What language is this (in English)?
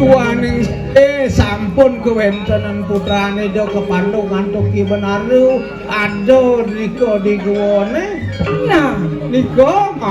Balinese